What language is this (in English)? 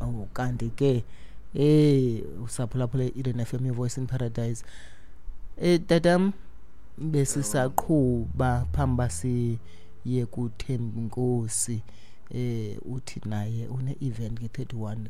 Xhosa